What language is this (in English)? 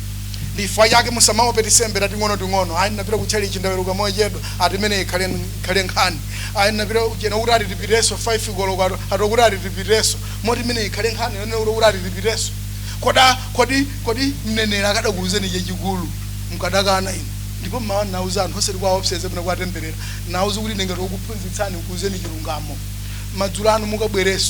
Nyanja